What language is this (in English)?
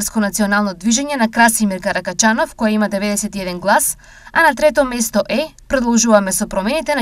Macedonian